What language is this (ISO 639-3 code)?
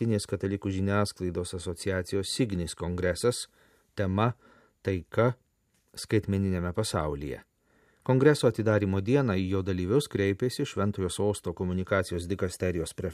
lit